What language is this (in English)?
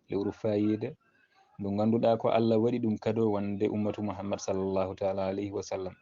Fula